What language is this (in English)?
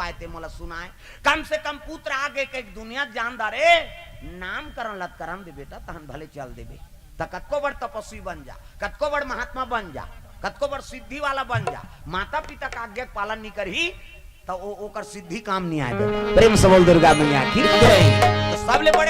Chhattisgarhi